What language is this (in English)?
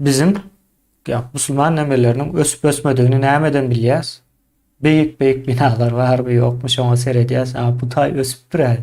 Turkmen